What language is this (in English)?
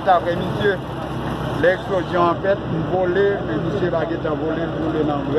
Haitian Creole